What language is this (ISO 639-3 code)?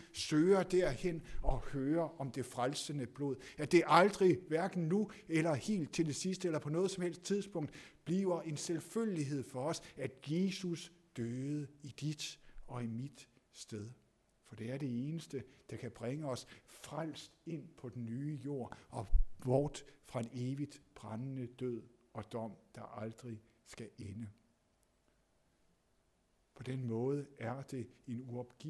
dan